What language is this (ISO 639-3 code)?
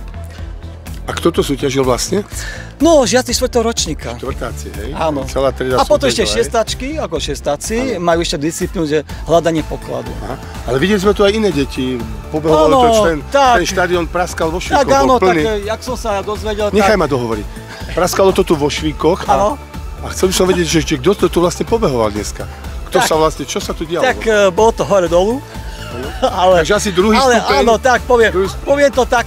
slk